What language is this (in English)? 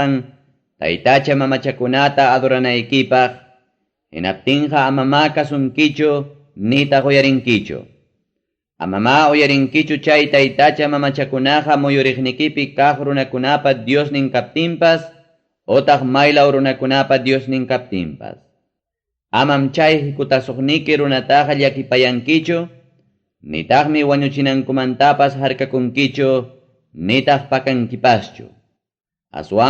Ayacucho Quechua